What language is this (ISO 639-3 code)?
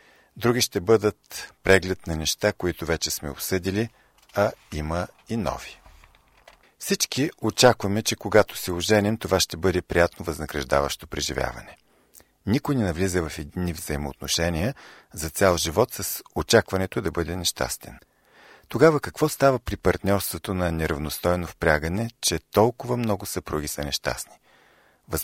bul